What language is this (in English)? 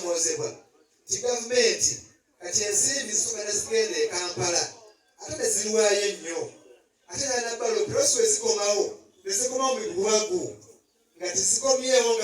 Ganda